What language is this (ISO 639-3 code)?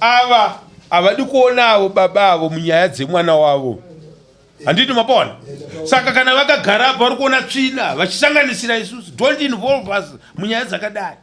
sna